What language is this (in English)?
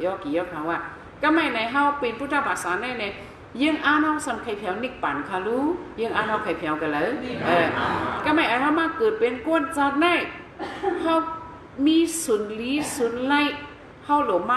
Shan